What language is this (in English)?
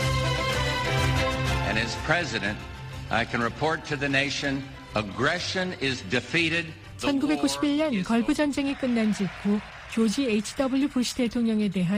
Korean